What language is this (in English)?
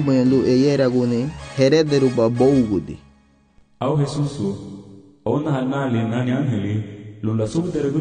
Garifuna